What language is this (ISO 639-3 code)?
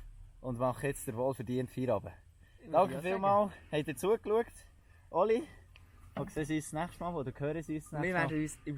gsw